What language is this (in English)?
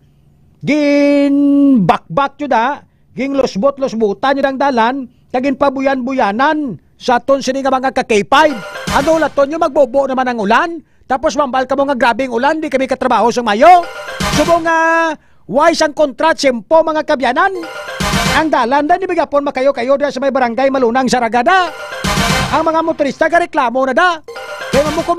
Hiligaynon